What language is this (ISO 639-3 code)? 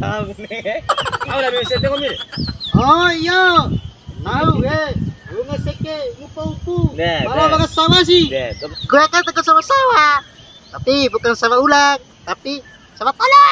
bhp